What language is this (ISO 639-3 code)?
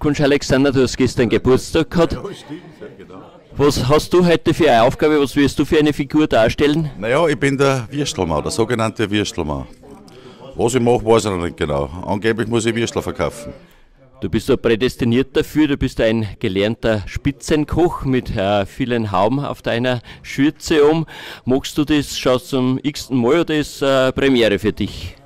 deu